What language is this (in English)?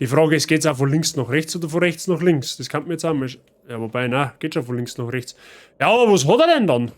Bavarian